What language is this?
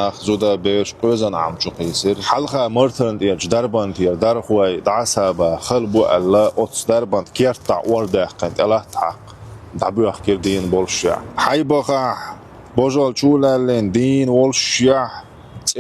Chechen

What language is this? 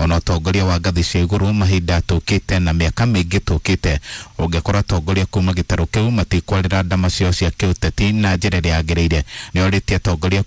Kikuyu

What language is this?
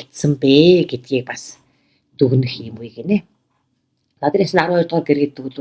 Mongolian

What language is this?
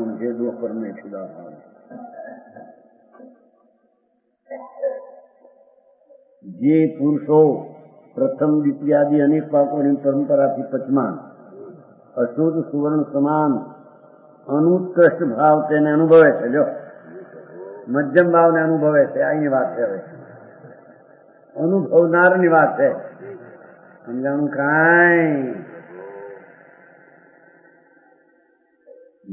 Gujarati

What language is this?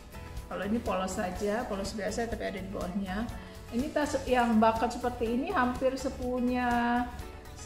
Indonesian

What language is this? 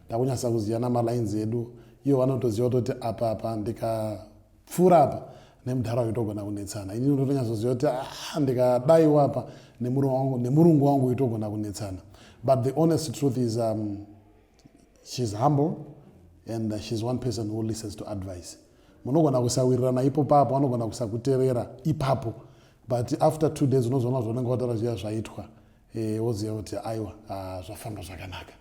Shona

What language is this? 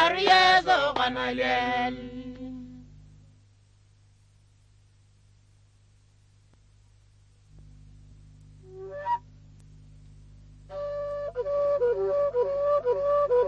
Swahili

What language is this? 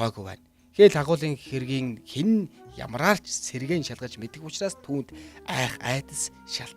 Mongolian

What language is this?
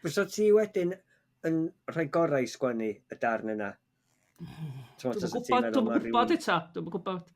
Welsh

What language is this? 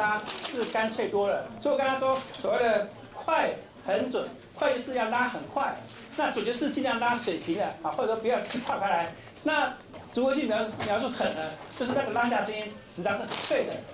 Chinese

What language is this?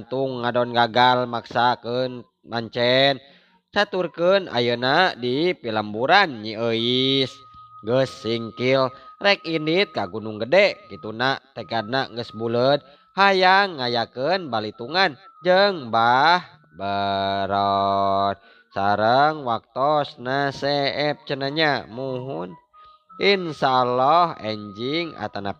Sundanese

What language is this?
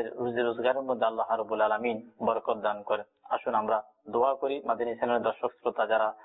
Bangla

